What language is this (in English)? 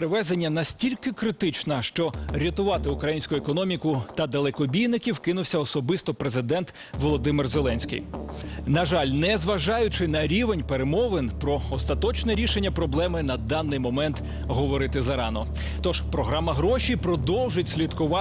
Ukrainian